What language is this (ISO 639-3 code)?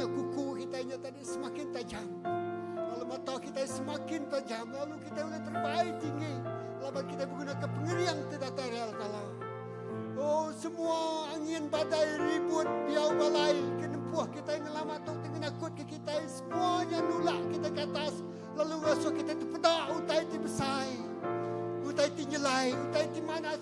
iba